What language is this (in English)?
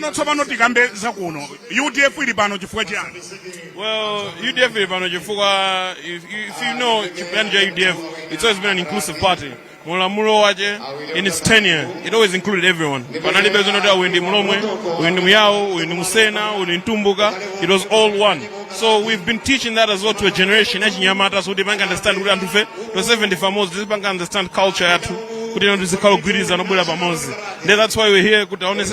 Nyanja